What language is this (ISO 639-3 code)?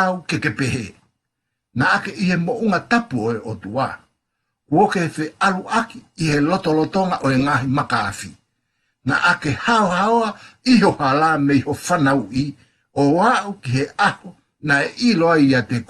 ton